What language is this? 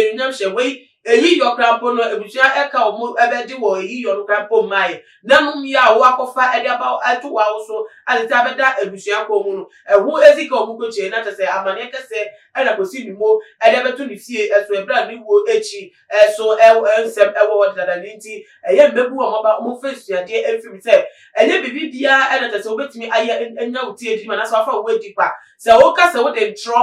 Akan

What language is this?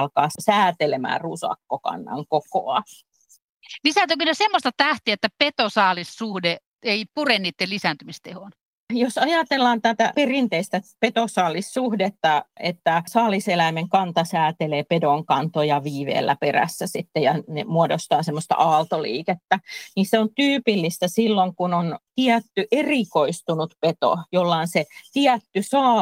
Finnish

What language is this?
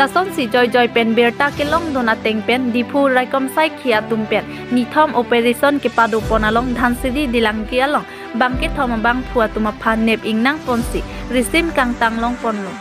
Karbi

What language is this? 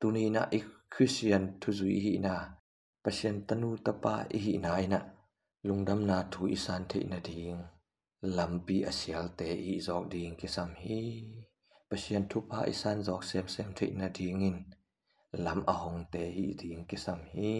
Tedim Chin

